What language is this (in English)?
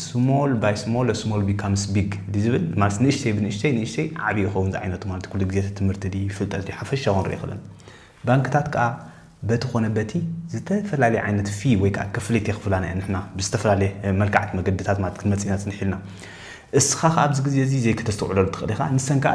Tigrinya